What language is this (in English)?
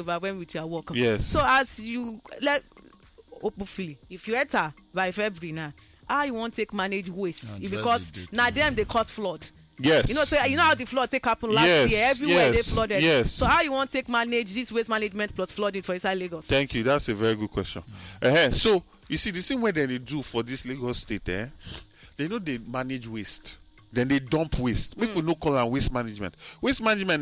Nigerian Pidgin